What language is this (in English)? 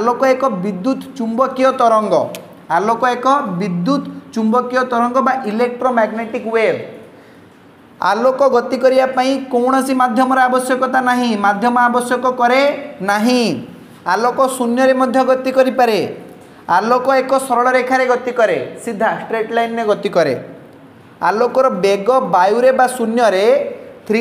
Odia